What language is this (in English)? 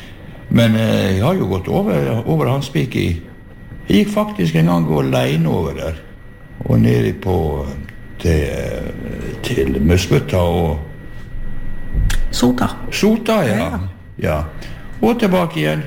Norwegian